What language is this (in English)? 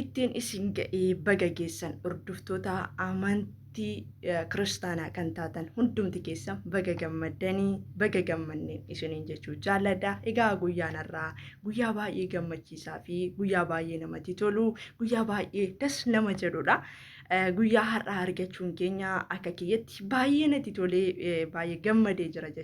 Oromo